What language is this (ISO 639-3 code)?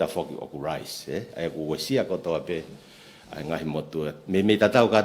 ton